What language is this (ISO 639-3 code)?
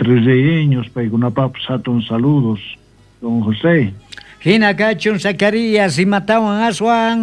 quh